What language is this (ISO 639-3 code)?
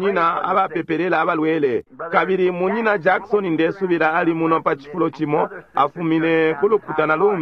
bem